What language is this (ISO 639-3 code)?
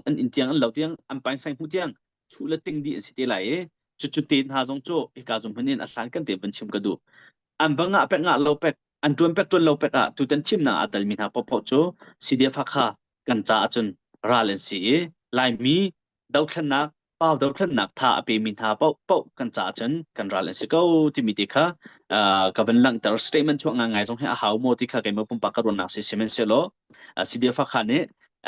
cnh